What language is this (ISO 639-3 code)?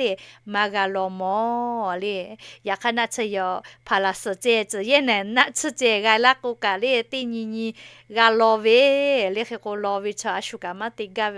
lhu